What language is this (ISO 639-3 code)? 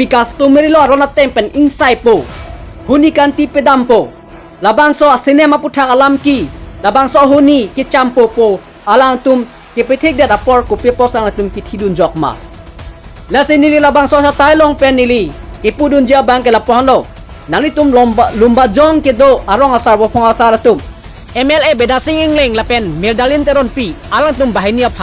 mjw